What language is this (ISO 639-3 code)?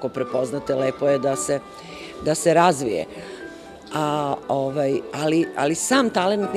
srp